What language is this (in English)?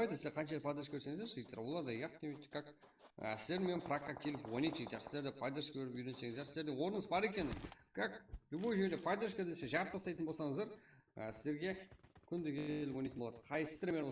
Kara-Kalpak